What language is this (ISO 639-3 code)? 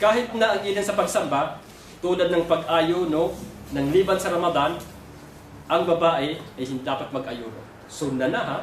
mrw